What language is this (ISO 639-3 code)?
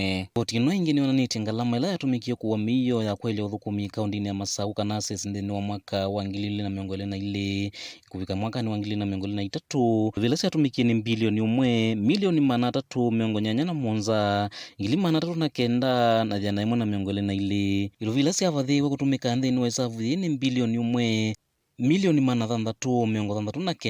kam